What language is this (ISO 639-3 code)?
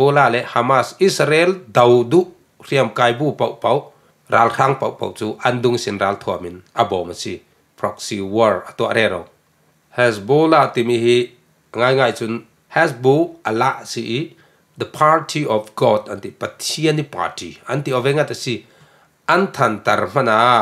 cfm